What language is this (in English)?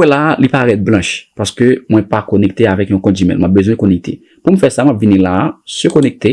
Haitian Creole